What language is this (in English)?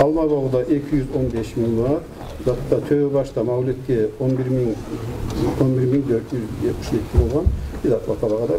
Kumyk